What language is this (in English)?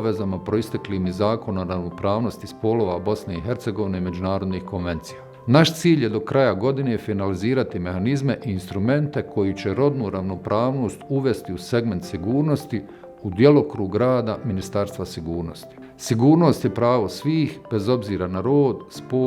Bosnian